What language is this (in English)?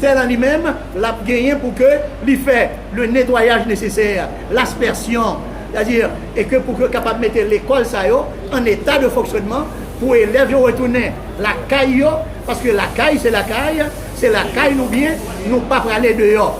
Haitian Creole